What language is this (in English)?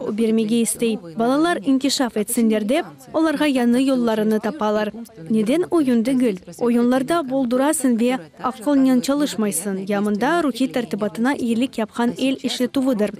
Crimean Tatar